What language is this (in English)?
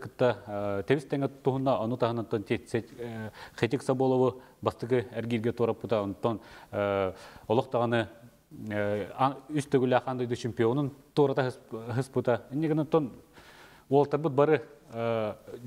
Yakut